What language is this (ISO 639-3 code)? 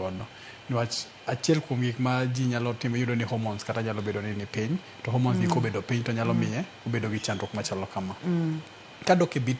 luo